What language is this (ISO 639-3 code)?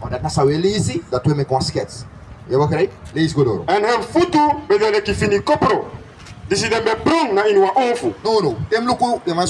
srn